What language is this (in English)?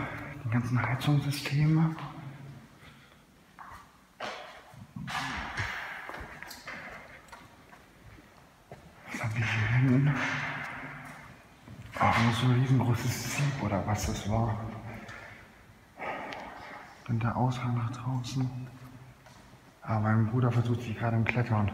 German